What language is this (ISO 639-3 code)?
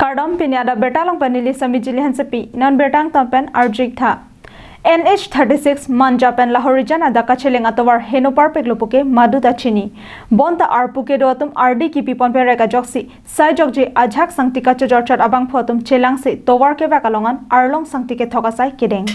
mjw